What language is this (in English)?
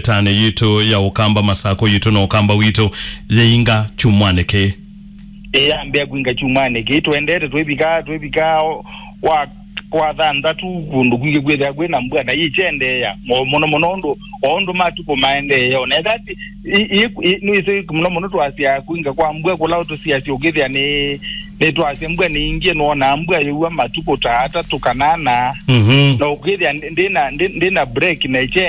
Kamba